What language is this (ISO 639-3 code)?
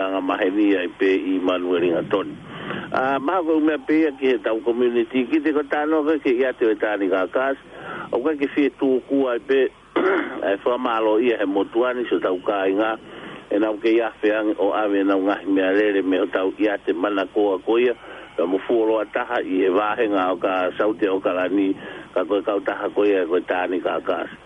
ton